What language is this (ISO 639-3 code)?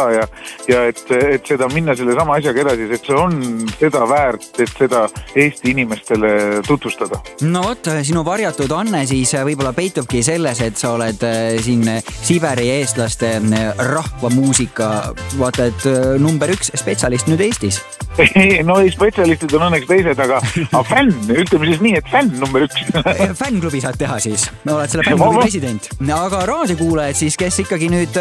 est